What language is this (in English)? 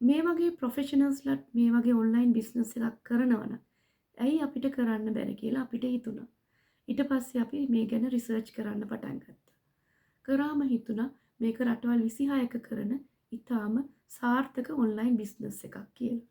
Sinhala